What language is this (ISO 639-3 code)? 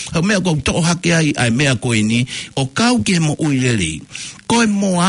ton